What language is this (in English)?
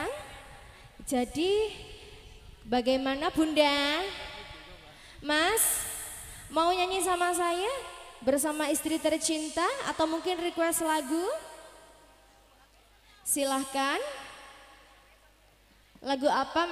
Indonesian